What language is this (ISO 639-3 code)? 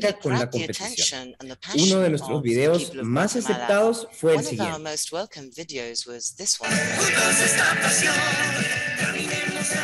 eng